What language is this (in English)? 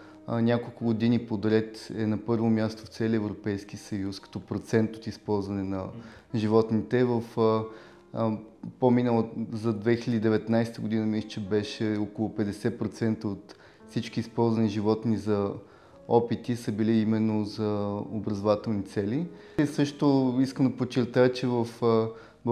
Bulgarian